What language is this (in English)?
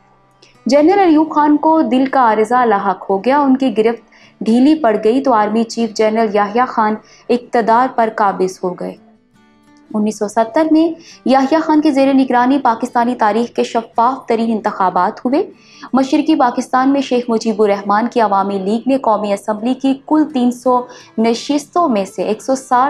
Urdu